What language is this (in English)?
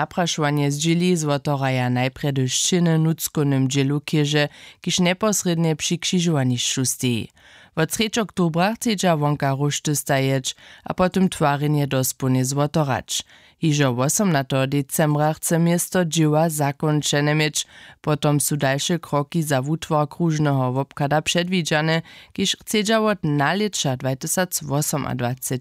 Upper Sorbian